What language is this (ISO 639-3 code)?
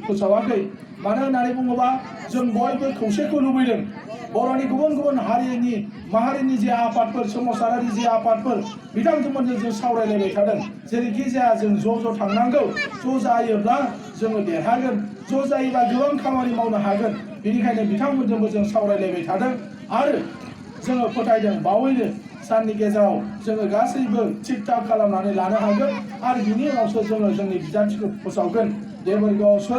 brx